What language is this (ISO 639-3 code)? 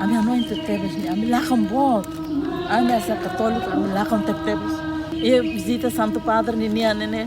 tet